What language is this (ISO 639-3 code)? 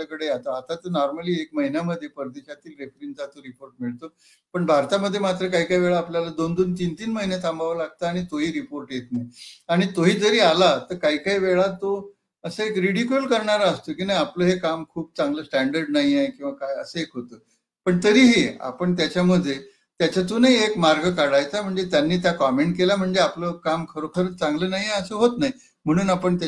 mar